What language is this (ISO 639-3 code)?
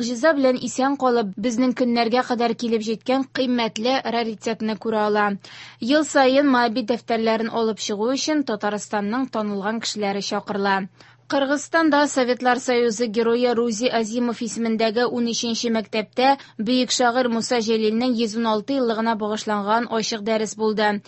tat